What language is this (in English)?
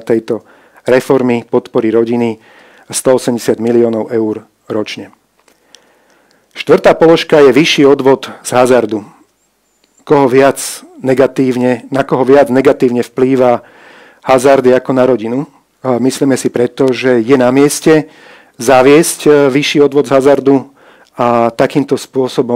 Slovak